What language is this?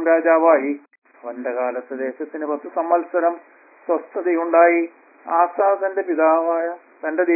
Malayalam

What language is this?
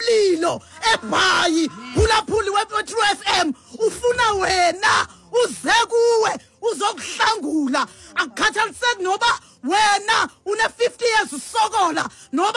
Xhosa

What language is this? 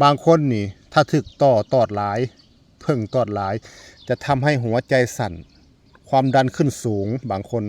Lao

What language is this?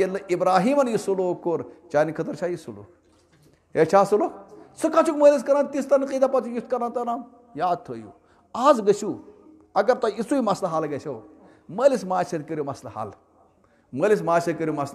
Kashmiri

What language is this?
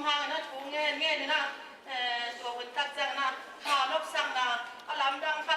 Tedim Chin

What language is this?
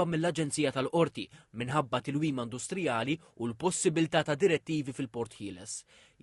Maltese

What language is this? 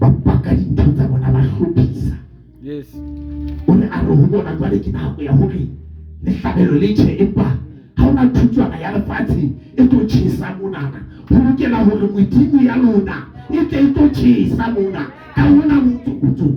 Southern Sotho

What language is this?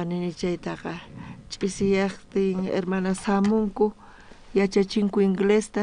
South Bolivian Quechua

